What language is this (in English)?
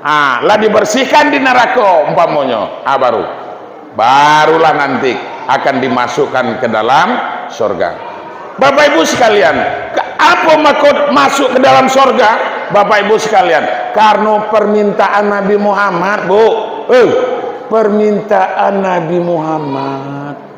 Minangkabau